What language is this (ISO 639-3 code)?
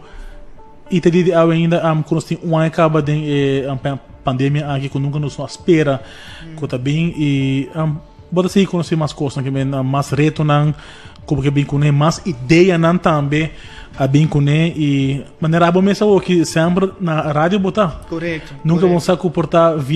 pap